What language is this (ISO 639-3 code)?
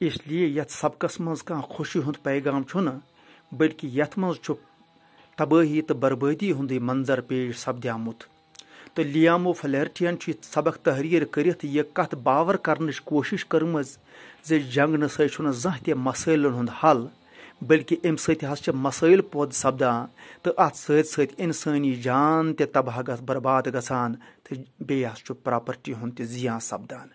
kas